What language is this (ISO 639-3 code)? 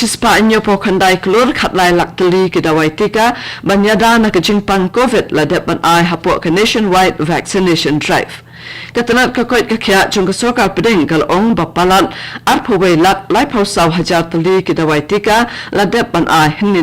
kha